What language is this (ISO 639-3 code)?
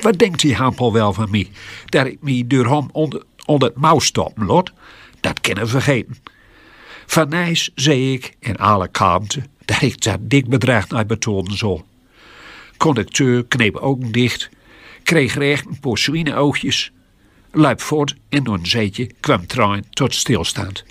gos